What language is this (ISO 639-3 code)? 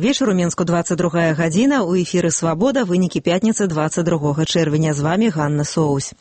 bel